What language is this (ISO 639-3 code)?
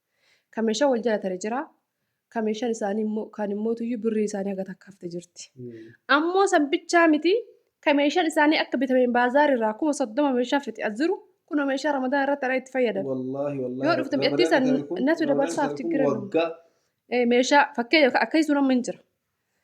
orm